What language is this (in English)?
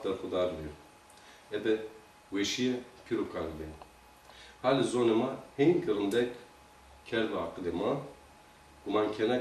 Zaza